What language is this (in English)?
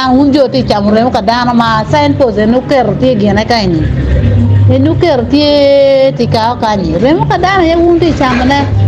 Acoli